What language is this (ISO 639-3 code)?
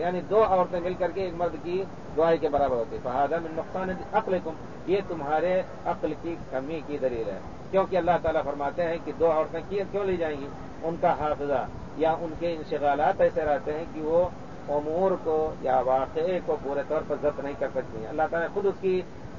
urd